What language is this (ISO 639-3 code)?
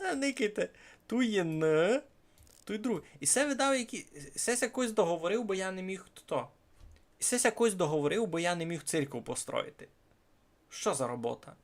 rue